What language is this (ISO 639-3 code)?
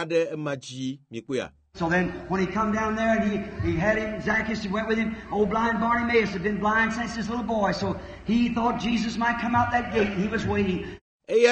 ewe